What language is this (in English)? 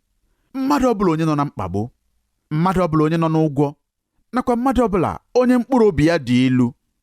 Igbo